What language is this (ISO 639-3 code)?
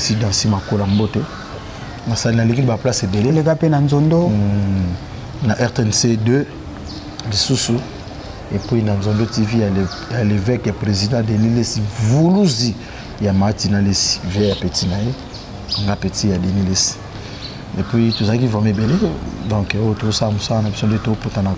lin